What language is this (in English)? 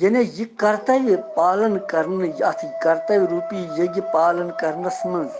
Kashmiri